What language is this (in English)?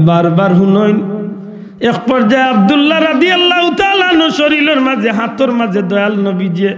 Sylheti